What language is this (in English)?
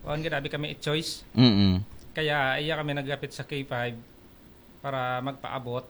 Aklanon